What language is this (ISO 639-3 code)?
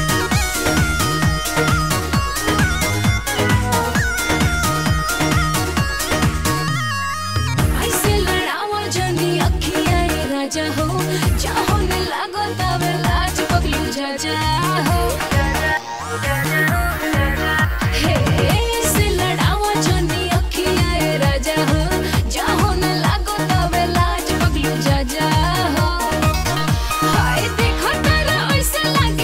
bho